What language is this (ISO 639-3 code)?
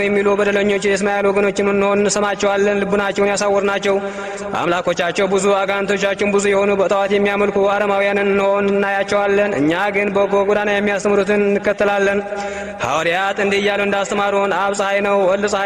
amh